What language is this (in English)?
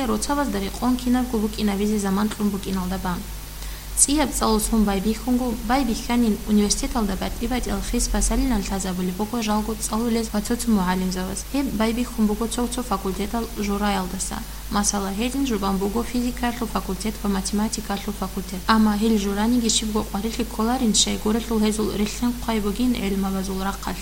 Avaric